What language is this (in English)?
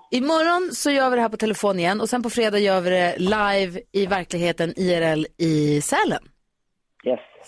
Swedish